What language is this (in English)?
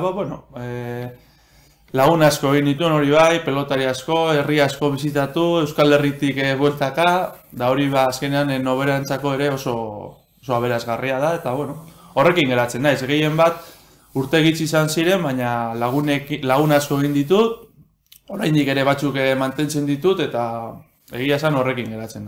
Basque